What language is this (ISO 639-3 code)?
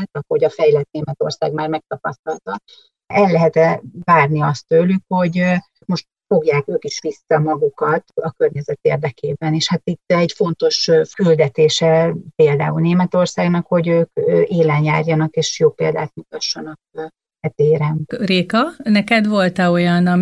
hun